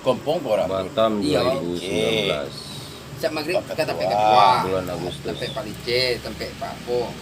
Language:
Minangkabau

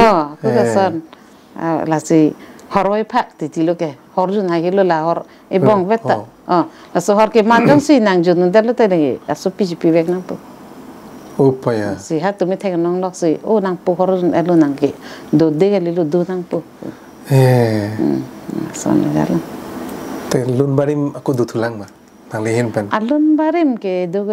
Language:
Karbi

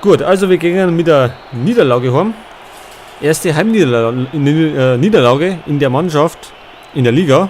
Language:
Bavarian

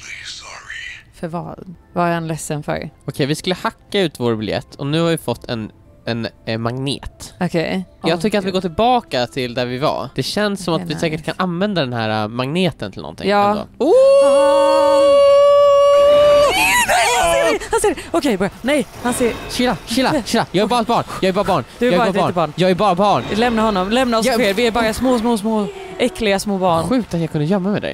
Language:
Swedish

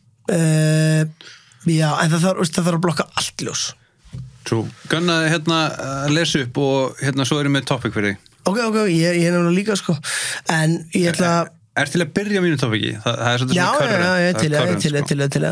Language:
Icelandic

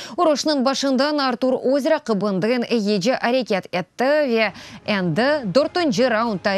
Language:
Crimean Tatar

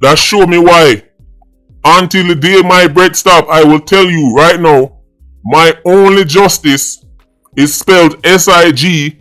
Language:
Jamaican Creole English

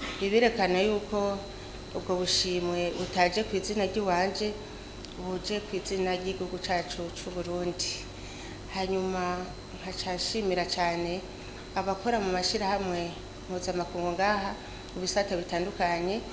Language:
Rundi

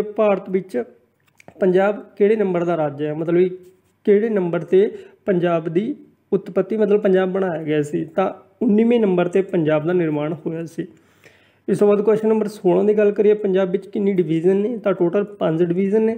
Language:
Punjabi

